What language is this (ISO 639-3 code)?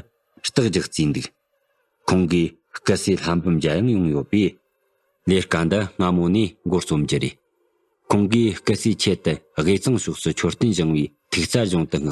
bod